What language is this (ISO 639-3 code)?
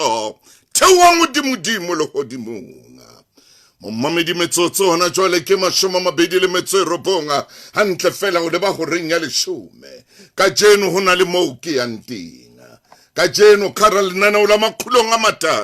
sot